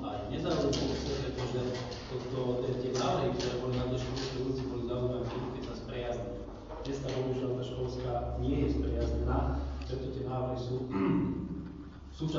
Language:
Slovak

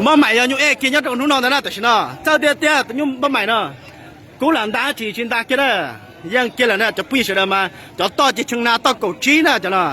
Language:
Hmong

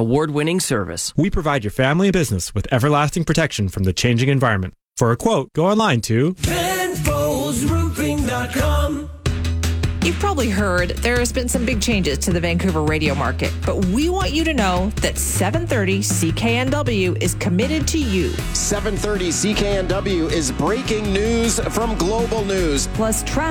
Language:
English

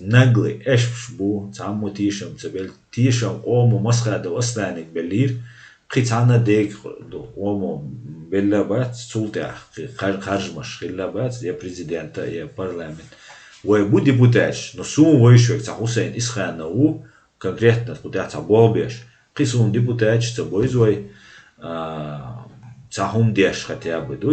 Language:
Chechen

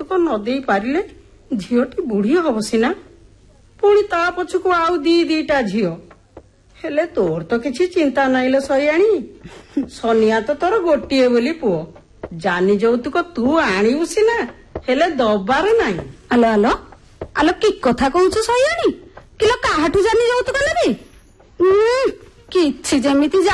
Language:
Odia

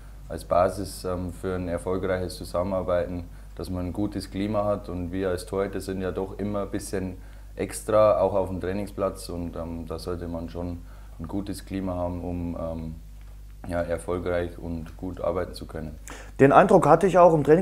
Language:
German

